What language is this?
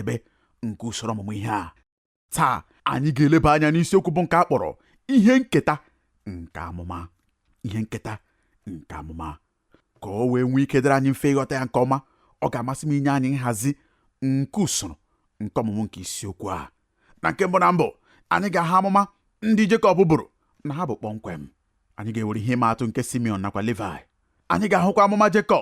Igbo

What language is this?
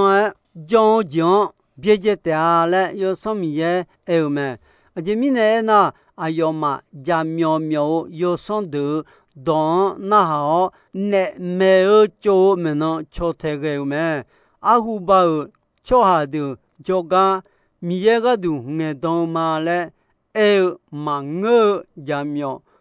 Akha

